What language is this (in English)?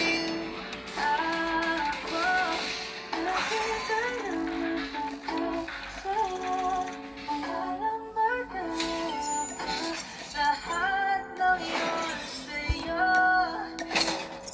Filipino